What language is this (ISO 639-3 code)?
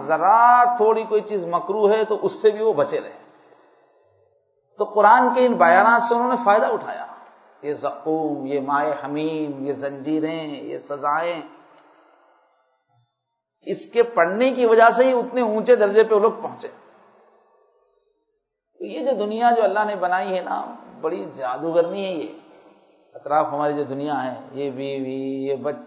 urd